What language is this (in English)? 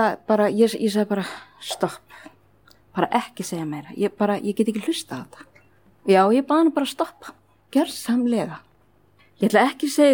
Icelandic